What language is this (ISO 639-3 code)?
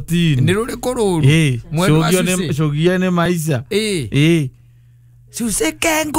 kik